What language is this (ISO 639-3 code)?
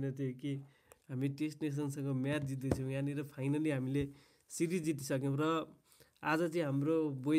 nep